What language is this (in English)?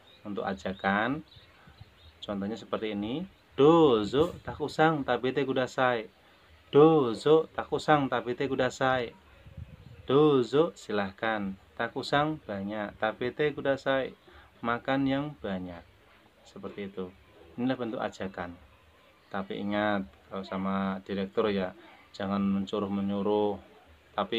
Indonesian